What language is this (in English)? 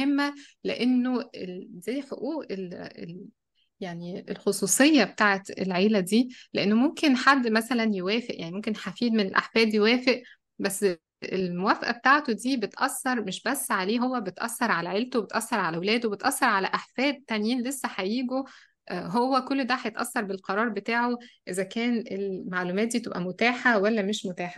Egyptian Arabic